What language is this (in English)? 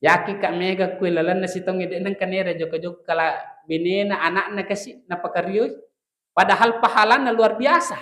Buginese